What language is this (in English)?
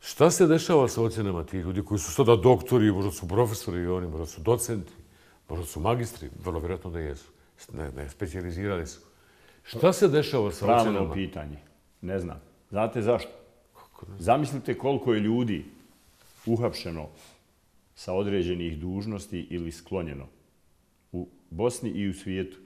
Bosnian